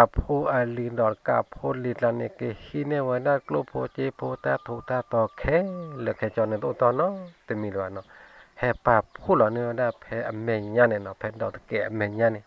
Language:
S'gaw Karen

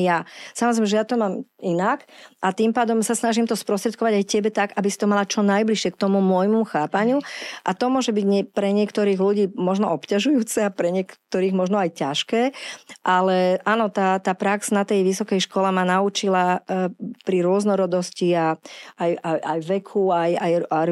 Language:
Slovak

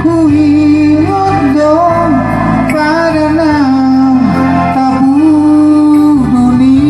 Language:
Batak Toba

